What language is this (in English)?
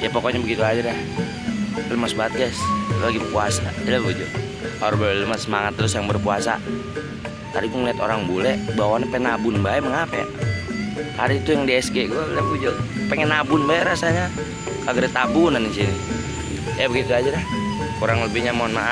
Betawi